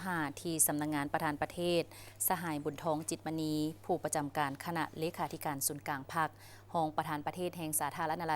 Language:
Lao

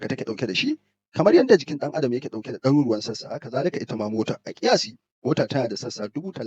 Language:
Hausa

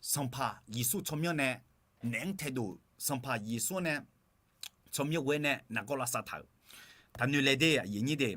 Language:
Akha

